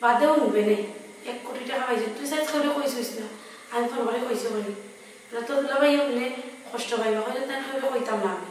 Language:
Sylheti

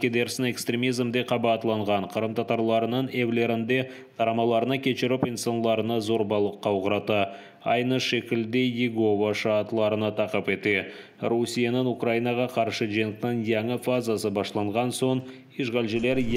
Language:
Crimean Tatar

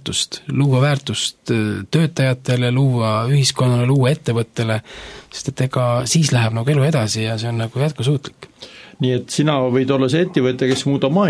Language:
Estonian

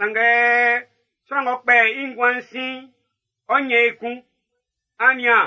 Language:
Baoulé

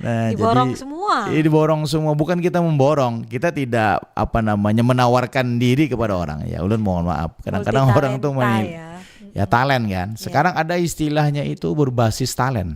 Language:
Banjar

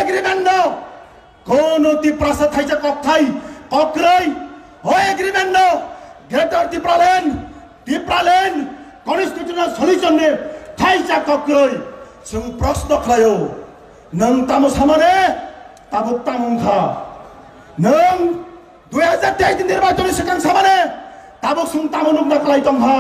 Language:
Kok Borok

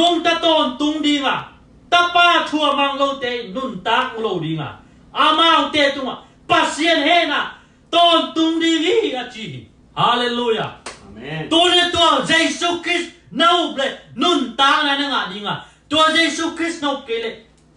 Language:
Tedim Chin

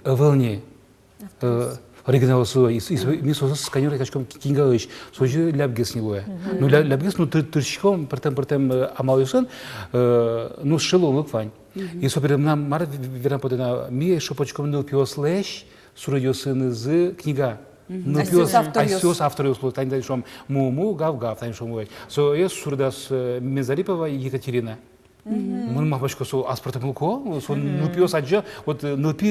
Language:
Udmurt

